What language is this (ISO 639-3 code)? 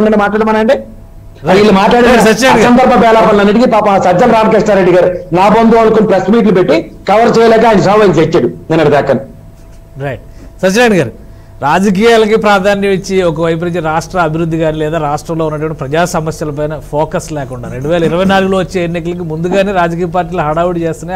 tel